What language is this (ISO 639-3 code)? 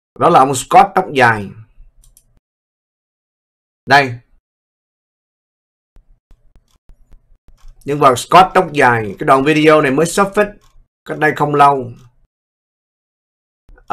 vie